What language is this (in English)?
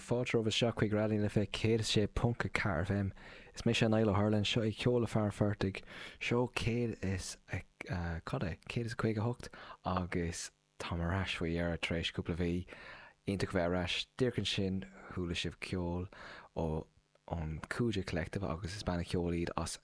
Irish